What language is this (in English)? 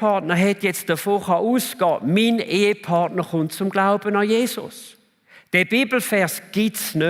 Swiss German